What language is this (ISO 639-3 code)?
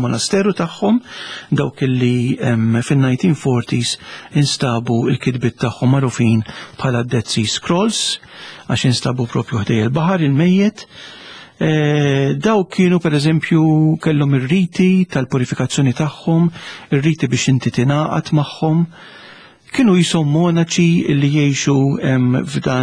mlt